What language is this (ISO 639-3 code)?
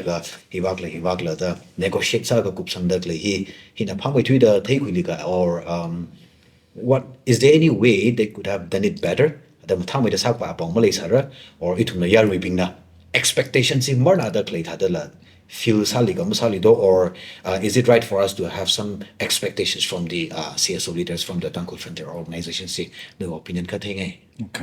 nmf